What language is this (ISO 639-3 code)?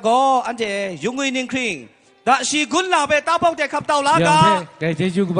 kac